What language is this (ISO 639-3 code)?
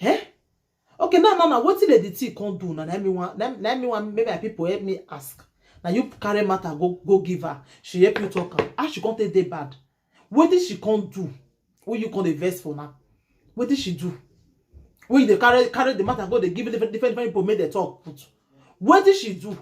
pcm